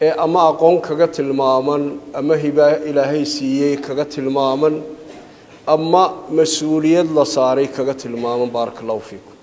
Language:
Somali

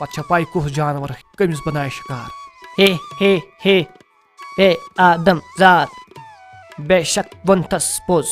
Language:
Kashmiri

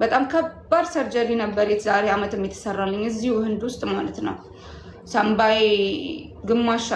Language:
Amharic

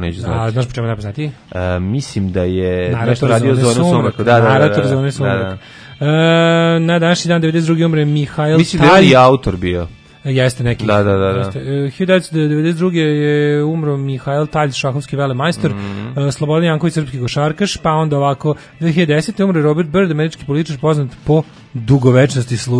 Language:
Serbian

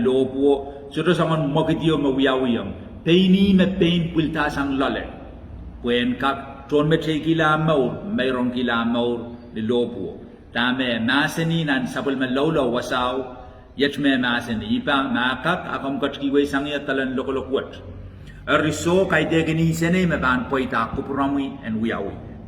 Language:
Pohnpeian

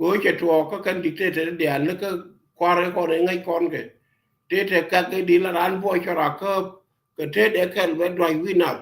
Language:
Nuer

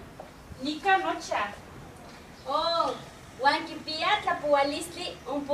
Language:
Eastern Huasteca Nahuatl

